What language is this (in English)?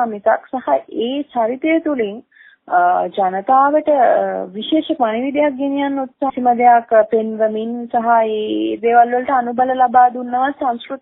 Sinhala